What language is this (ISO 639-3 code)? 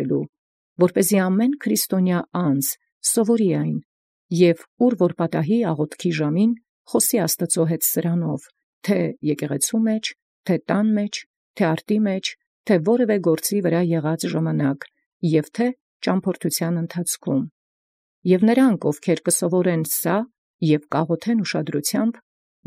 hye